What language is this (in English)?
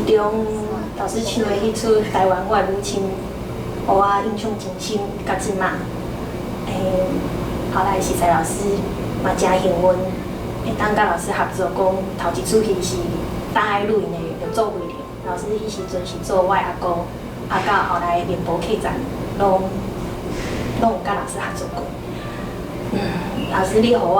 Min Nan Chinese